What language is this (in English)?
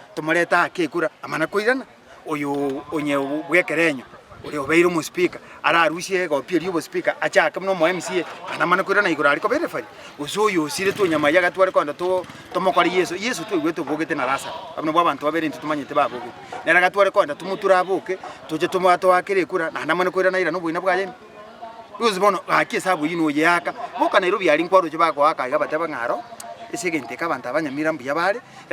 Gusii